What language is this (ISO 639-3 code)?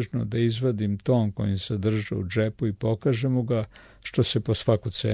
srp